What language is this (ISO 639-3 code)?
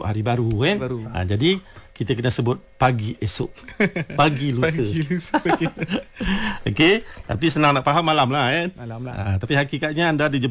msa